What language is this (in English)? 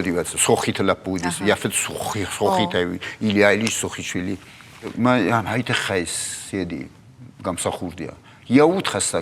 Ossetic